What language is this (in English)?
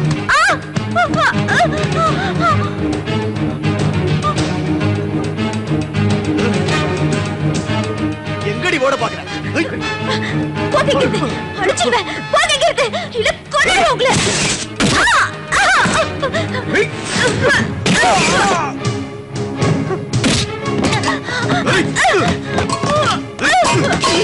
Tamil